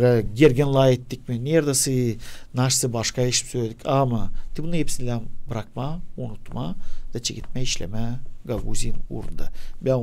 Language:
Gagauz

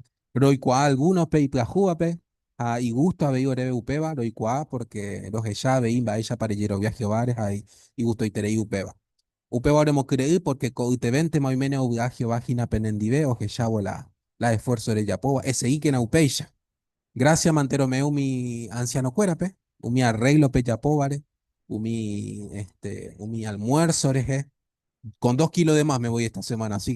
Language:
Guarani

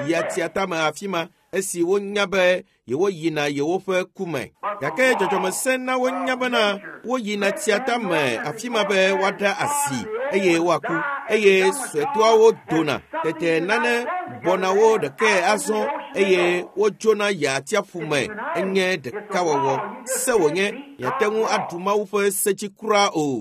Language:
Ewe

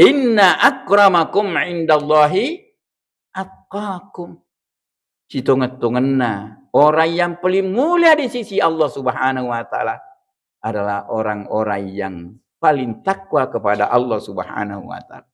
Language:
Buginese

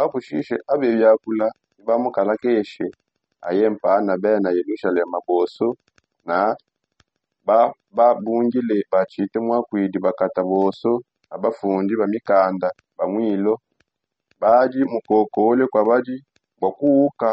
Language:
Songe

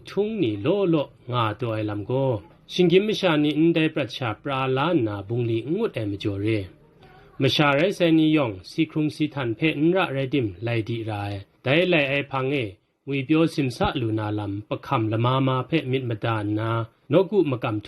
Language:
Kachin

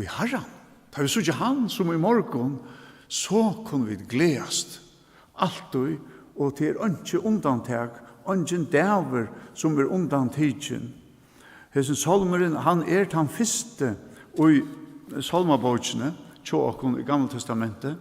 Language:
Faroese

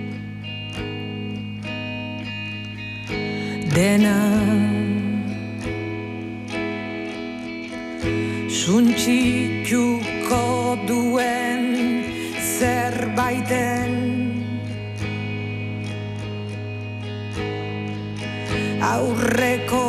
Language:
Basque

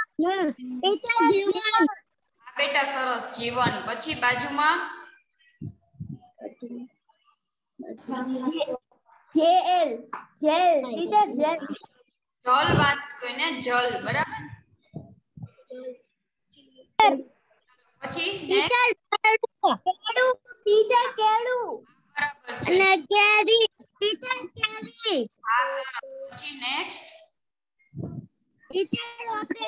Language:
Gujarati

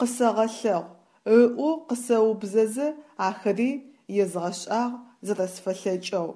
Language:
Adyghe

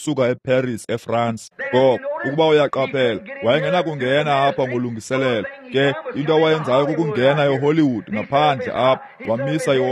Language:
Xhosa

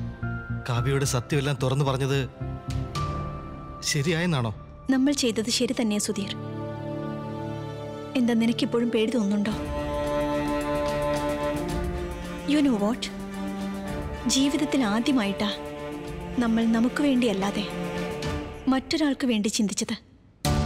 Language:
Malayalam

